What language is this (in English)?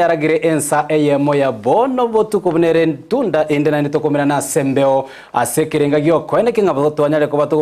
Gusii